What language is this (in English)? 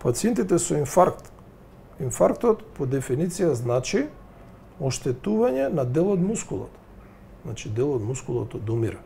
Macedonian